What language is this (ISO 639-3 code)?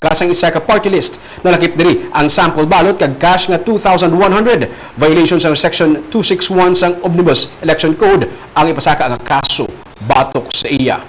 hil